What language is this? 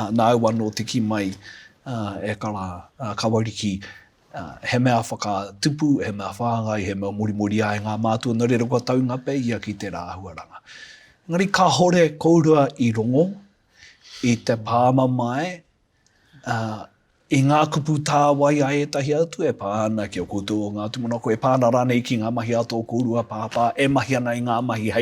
Māori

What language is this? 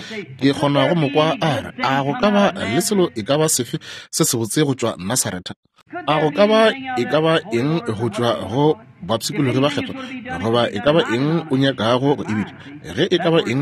Northern Sotho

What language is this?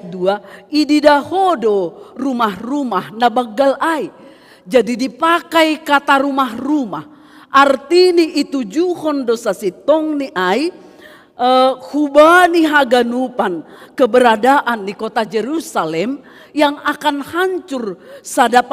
Batak Simalungun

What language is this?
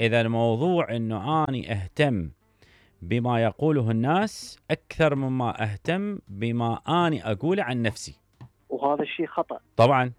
Mesopotamian Arabic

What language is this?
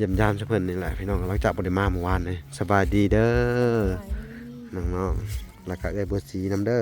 Lao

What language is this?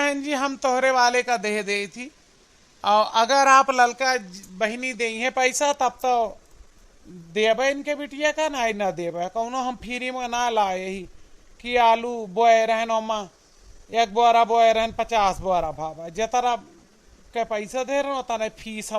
Awadhi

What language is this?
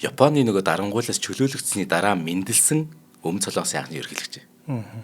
Mongolian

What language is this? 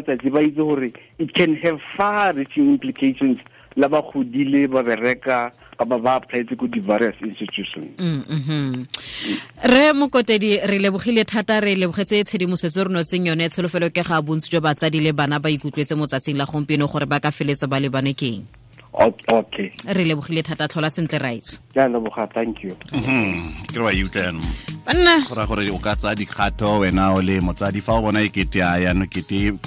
Tswana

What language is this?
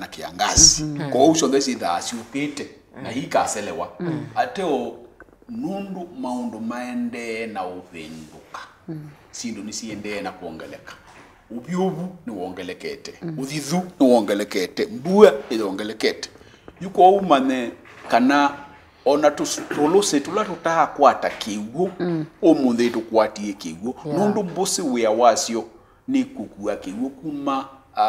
Kamba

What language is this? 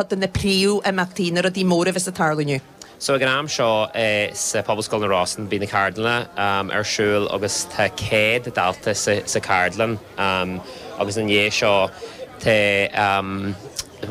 Irish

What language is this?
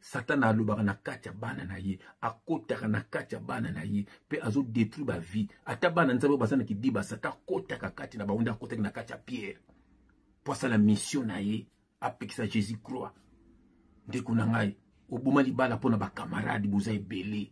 Lingala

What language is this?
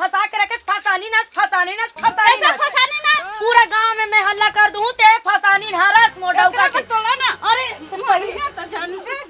Chhattisgarhi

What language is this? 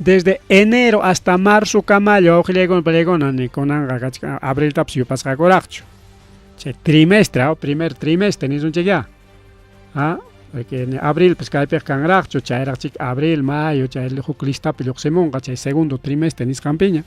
Ayacucho Quechua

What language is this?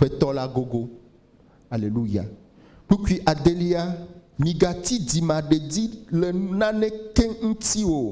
Ewe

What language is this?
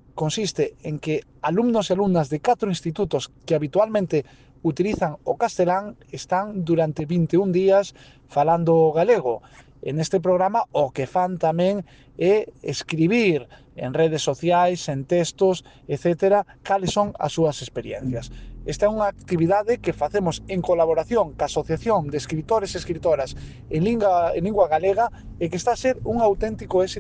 Galician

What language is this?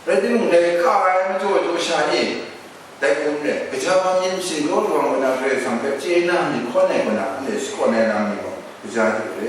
Kachin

